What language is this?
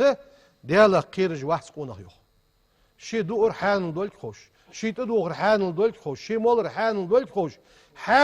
Ingush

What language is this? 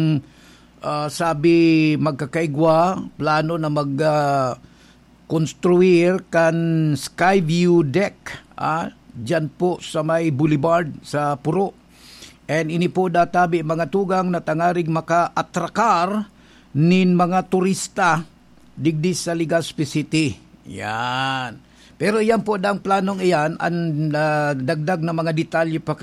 Bikol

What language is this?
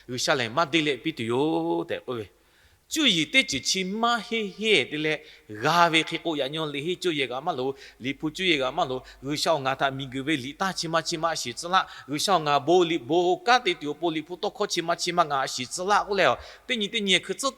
Lahu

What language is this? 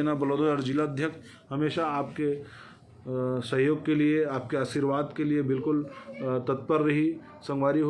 Chhattisgarhi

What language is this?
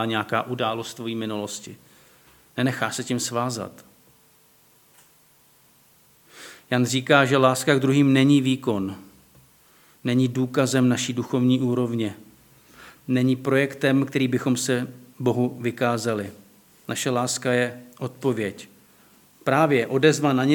Czech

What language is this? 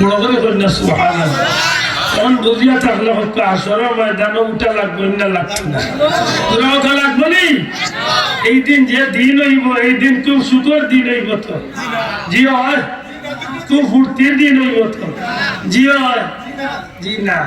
Sylheti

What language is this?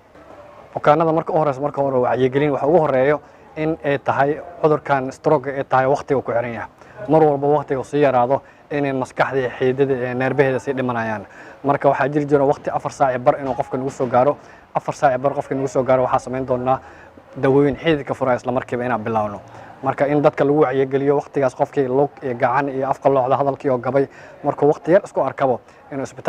Somali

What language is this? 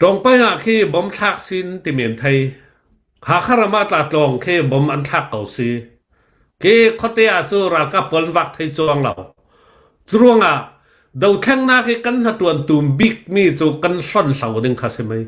Hakha Chin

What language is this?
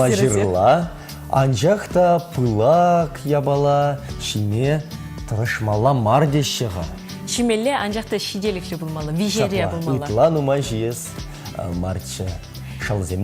Chuvash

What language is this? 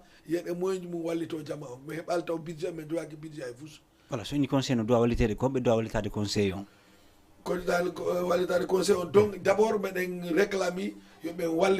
Fula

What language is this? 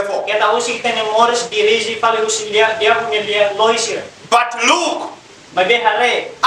Tetum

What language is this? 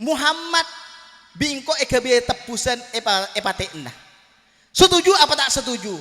Madurese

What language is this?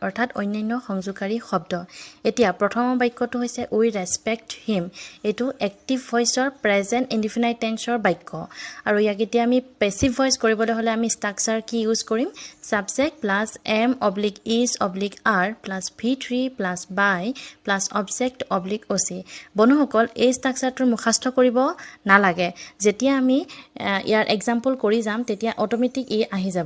Assamese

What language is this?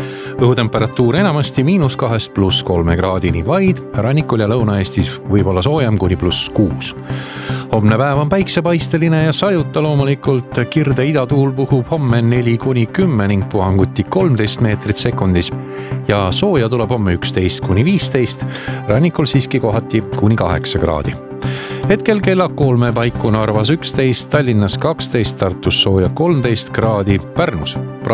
Estonian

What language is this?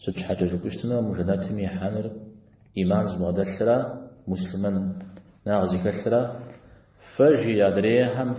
Kabardian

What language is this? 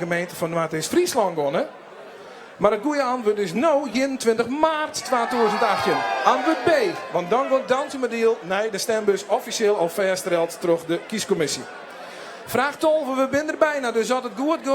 Western Frisian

